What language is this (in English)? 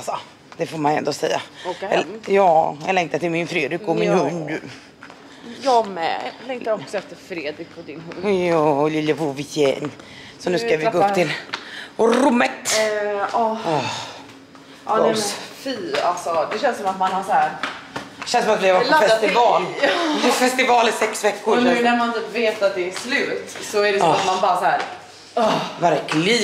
Swedish